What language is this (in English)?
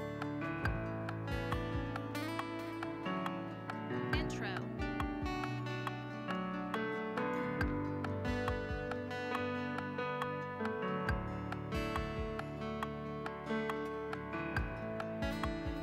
Chinese